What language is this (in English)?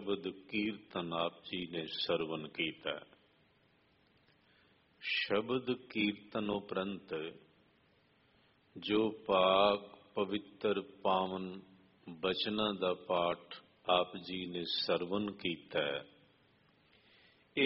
Punjabi